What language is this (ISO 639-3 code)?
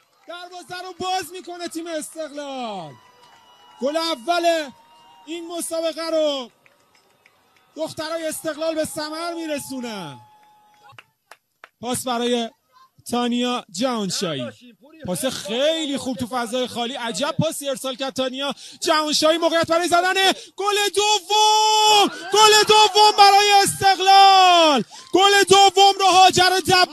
fas